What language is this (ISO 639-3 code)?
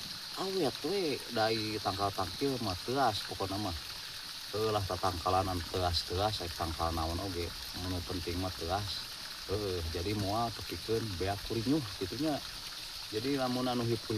sun